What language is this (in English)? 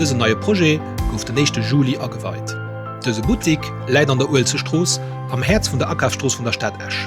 Luxembourgish